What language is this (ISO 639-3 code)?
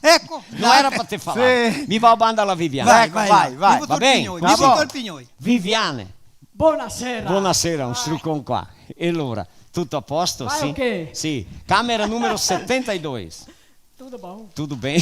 vec